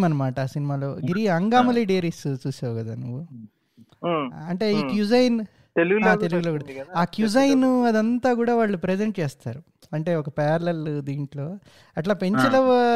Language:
Telugu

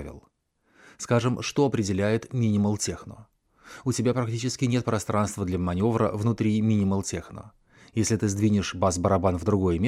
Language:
Russian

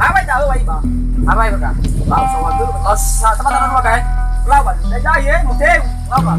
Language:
Nias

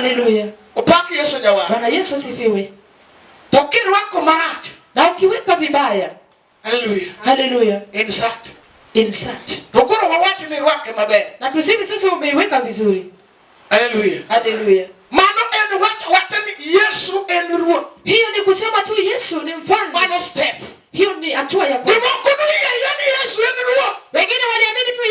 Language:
Luo (Kenya and Tanzania)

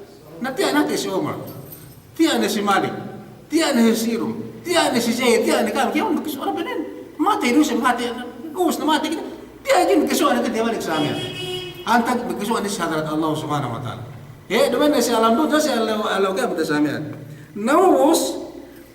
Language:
Yakan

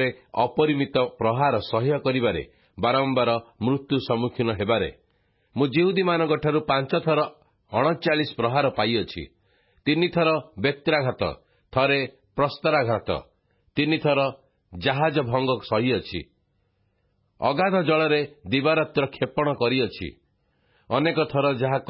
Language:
Odia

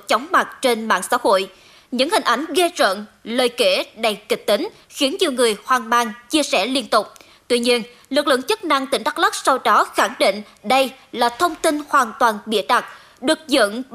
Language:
Vietnamese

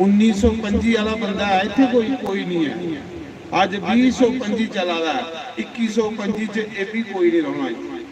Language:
Dogri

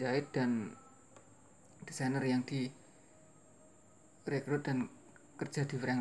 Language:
Indonesian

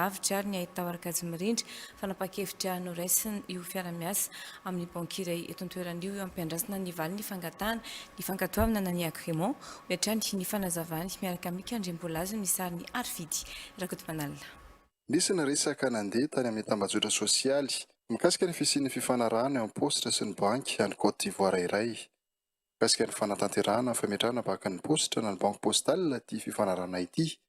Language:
Malagasy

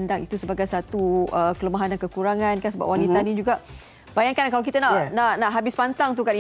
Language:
Malay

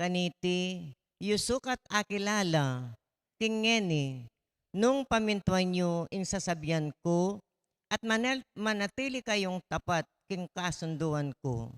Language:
Pampanga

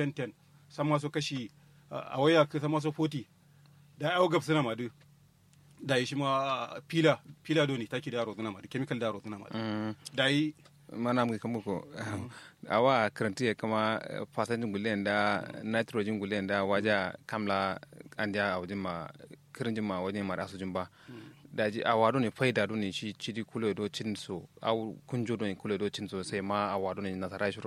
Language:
Kanuri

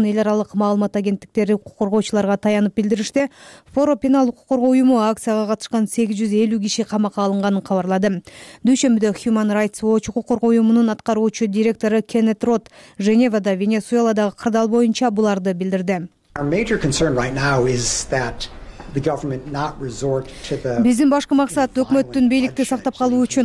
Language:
Kyrgyz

